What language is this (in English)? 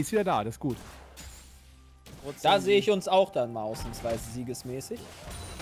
German